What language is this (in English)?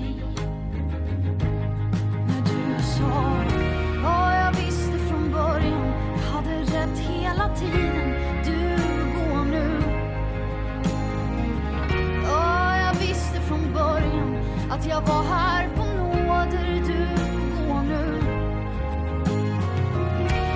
Swedish